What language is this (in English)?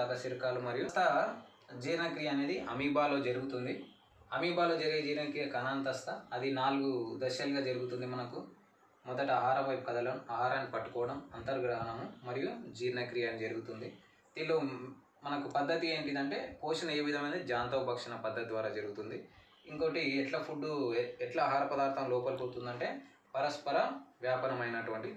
Telugu